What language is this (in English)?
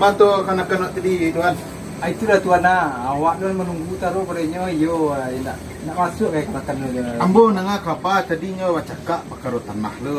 Minangkabau